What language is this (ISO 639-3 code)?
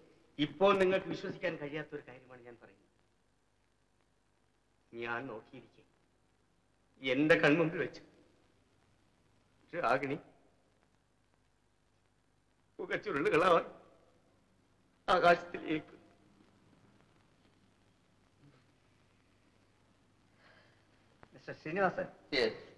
mal